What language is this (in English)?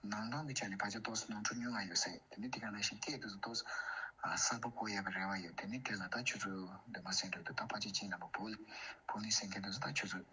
Tibetan